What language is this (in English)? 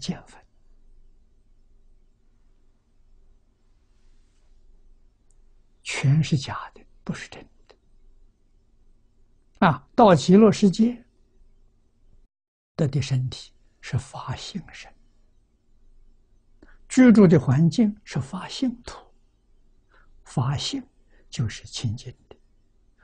Chinese